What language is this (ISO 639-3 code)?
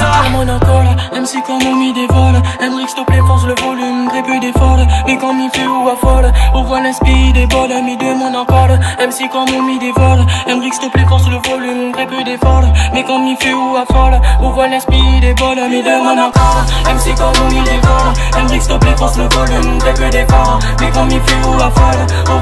rcf